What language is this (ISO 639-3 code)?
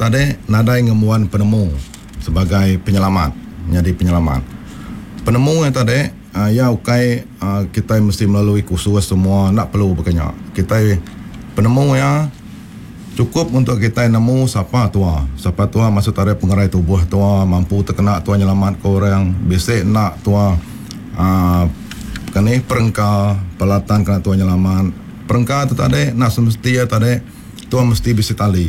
iba